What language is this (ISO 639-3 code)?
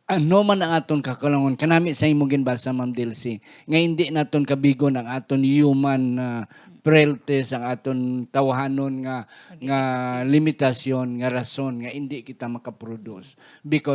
hil